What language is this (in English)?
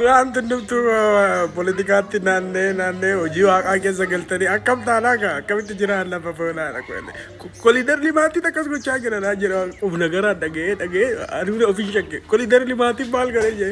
Oromo